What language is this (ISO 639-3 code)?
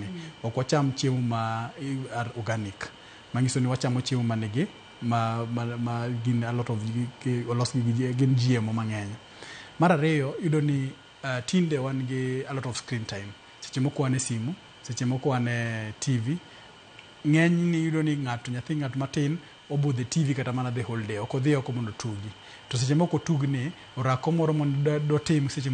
luo